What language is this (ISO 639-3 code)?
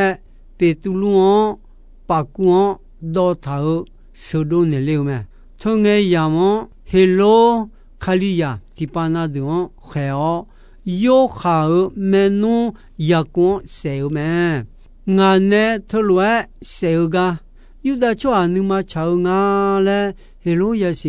ahk